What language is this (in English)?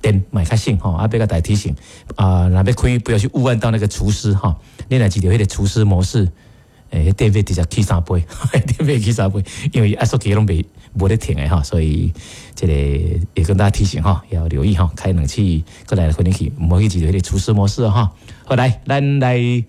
Min Nan Chinese